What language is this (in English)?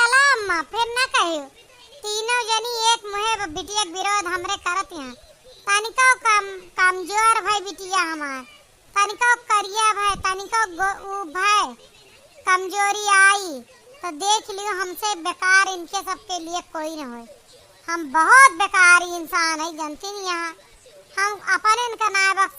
Awadhi